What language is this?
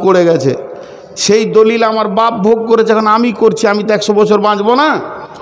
Bangla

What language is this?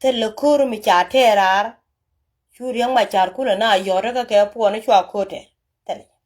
Nuer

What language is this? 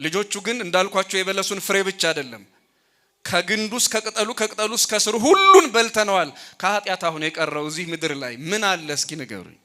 Amharic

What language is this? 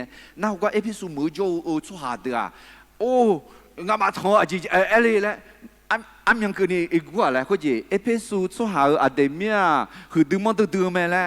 Akha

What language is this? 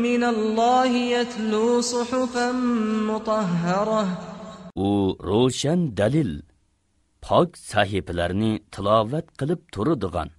Uyghur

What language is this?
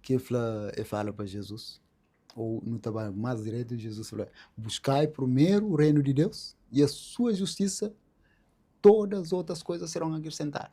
Kabuverdianu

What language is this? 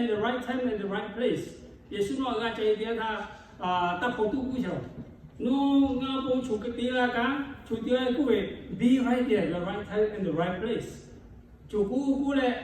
Lahu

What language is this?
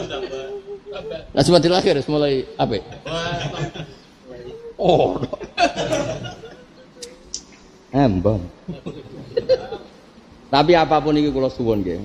Javanese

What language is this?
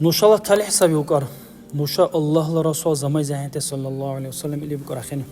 Dargwa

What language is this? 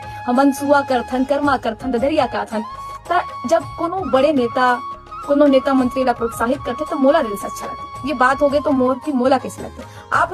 Chhattisgarhi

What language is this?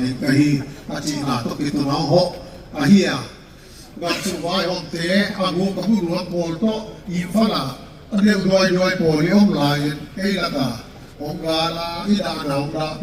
Paite Chin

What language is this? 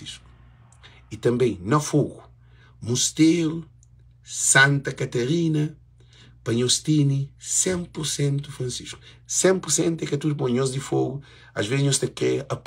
Kabuverdianu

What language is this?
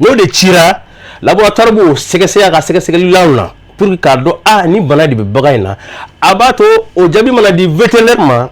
Bambara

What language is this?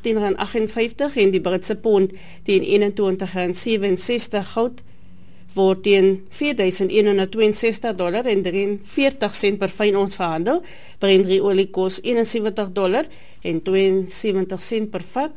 Afrikaans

